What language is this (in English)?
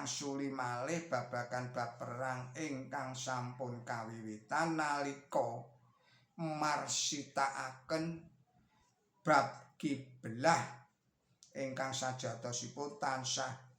Javanese